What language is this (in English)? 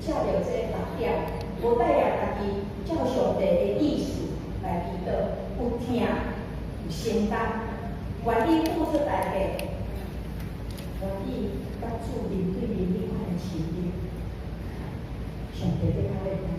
Min Nan Chinese